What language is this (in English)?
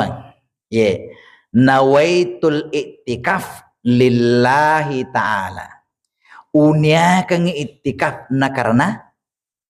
Buginese